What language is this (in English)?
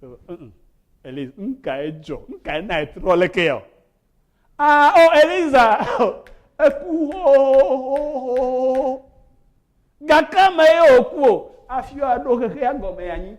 Ewe